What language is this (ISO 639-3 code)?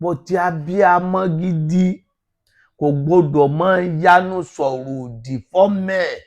yor